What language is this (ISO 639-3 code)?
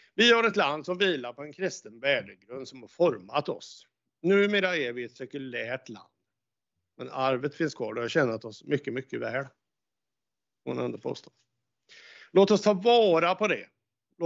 swe